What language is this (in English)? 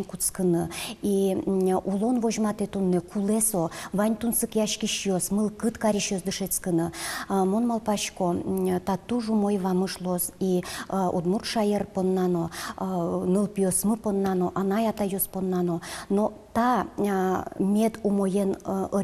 Udmurt